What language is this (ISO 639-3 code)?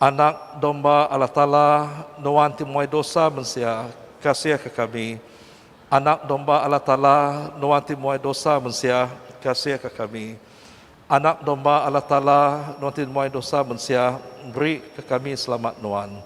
iba